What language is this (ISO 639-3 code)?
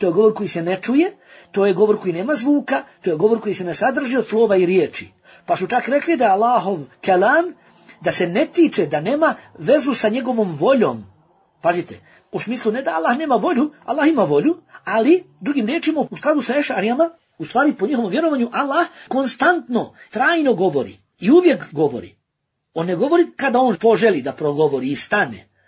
bos